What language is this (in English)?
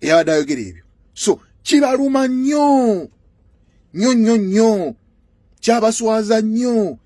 Ganda